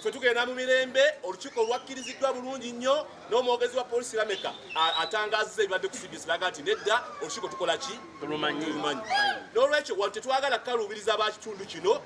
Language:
Ganda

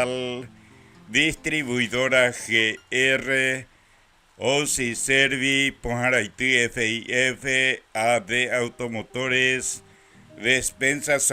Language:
Guarani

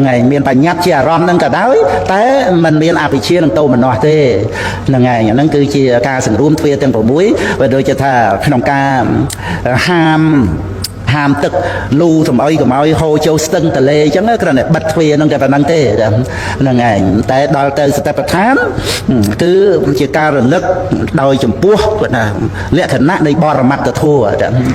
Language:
Khmer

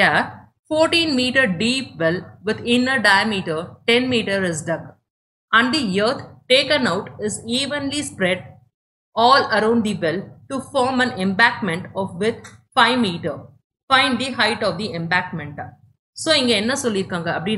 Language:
Tamil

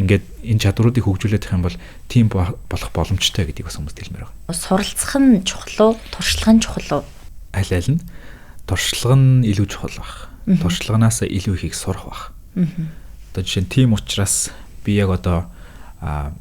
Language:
Mongolian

